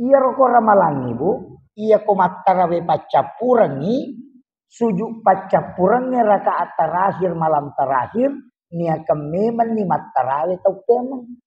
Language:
Buginese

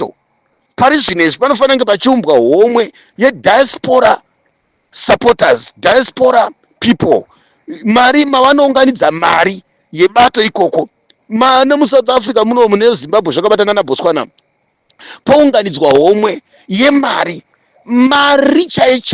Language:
Shona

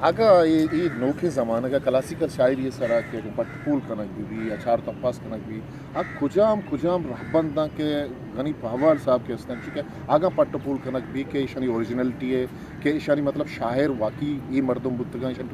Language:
Eastern Balochi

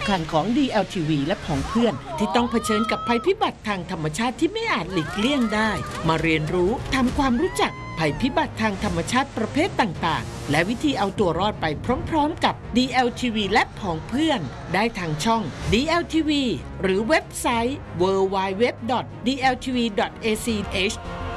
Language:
Thai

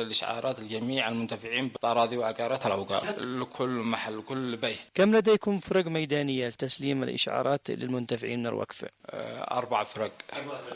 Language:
Arabic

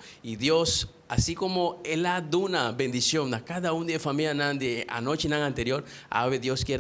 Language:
Papiamento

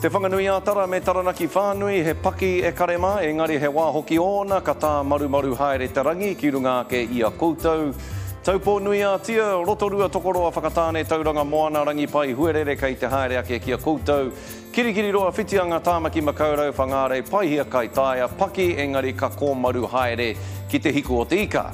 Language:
Māori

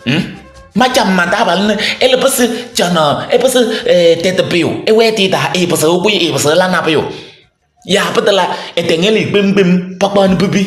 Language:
Kabiyè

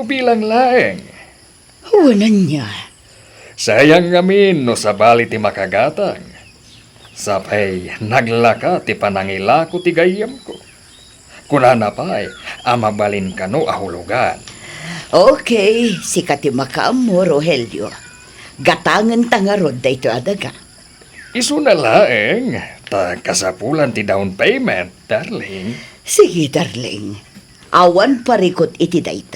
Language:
Iloko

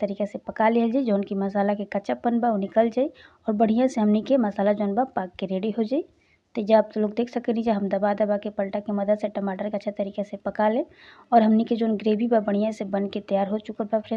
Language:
Bhojpuri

